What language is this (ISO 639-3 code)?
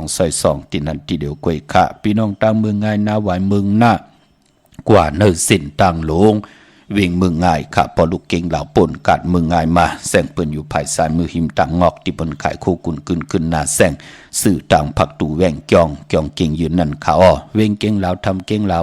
shn